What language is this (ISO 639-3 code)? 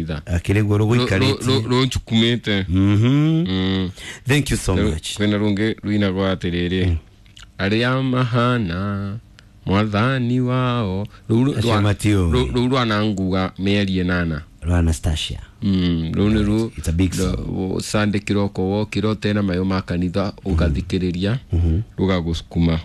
kik